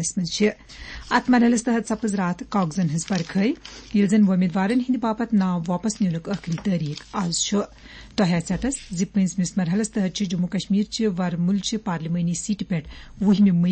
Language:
Kashmiri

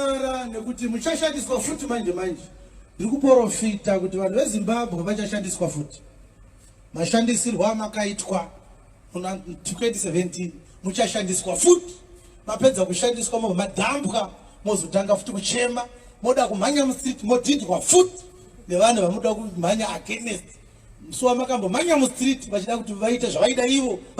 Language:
Shona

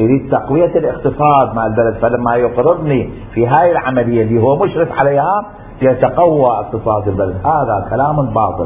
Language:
Mesopotamian Arabic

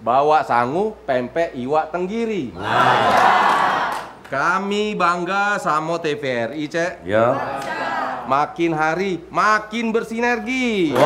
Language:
Musi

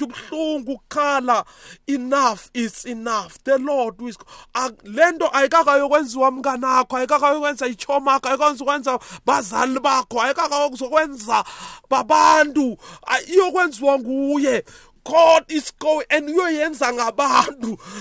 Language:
South Ndebele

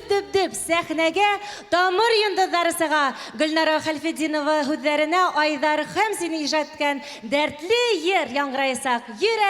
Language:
Bashkir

